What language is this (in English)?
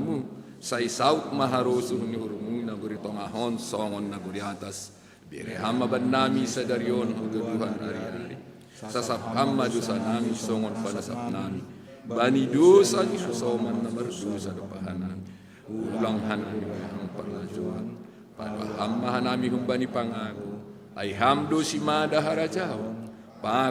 Batak Simalungun